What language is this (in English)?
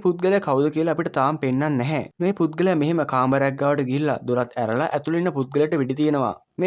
Sinhala